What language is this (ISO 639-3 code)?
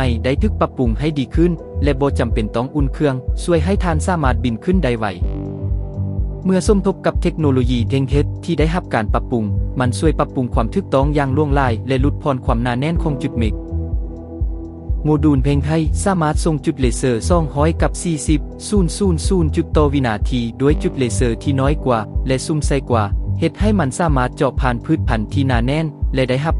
lao